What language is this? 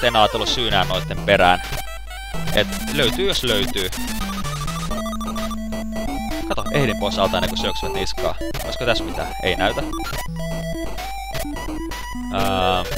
Finnish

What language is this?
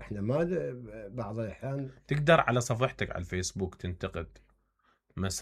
Mesopotamian Arabic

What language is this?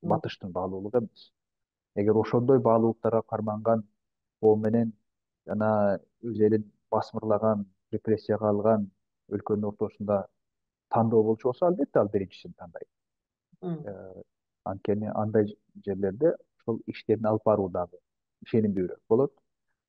Kyrgyz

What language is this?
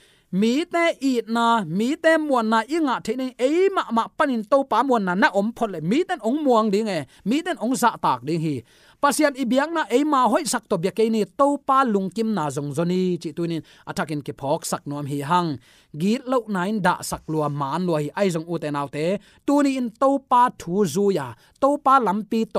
Tedim Chin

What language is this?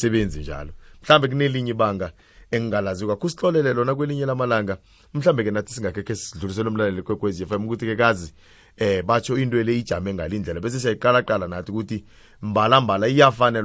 South Ndebele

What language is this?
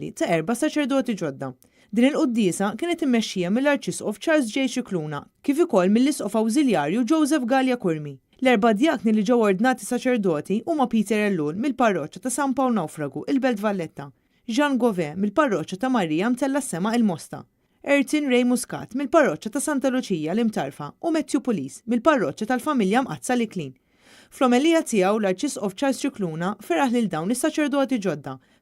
Maltese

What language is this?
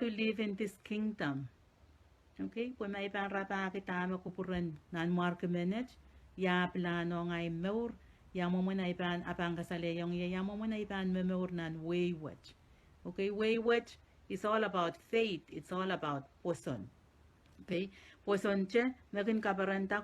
Pohnpeian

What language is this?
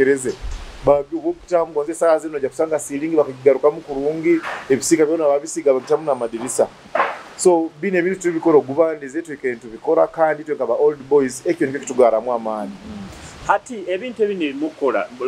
Nyoro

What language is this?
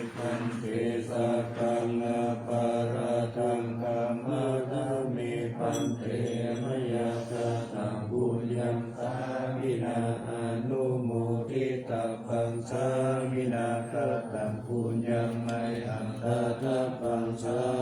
Pali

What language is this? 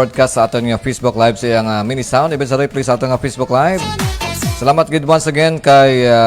Hiligaynon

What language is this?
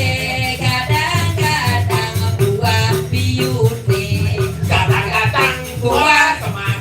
Balinese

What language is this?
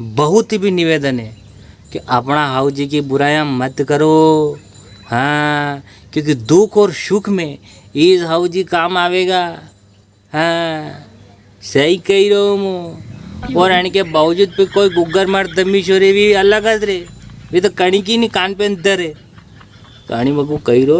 Rajasthani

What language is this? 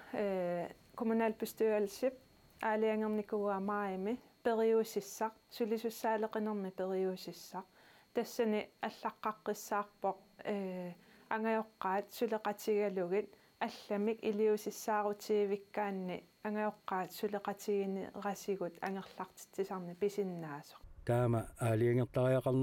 Kalaallisut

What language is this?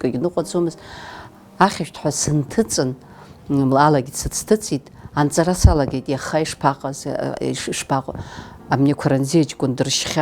Abkhazian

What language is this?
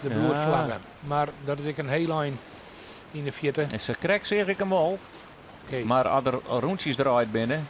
Western Frisian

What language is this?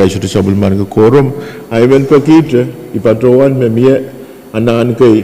Pohnpeian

